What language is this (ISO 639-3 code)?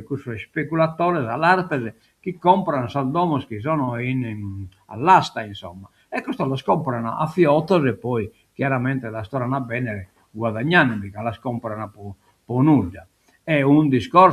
srd